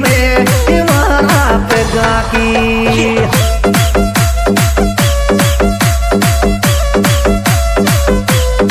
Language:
Hindi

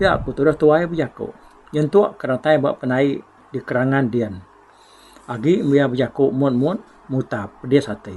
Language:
Iban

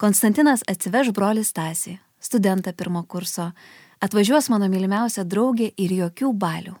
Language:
Lithuanian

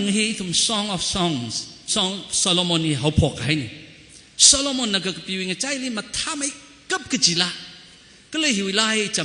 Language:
Tangkhul Naga (India)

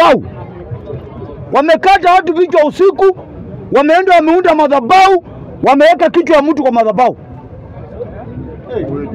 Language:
Swahili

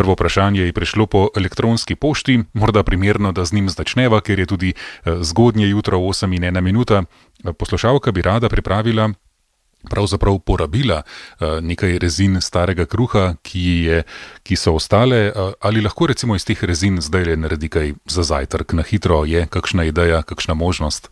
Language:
Slovenian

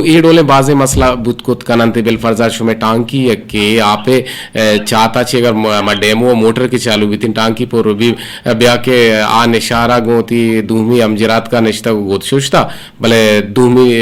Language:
Eastern Balochi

